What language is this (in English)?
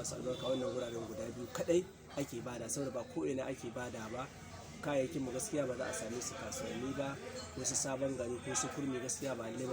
Hausa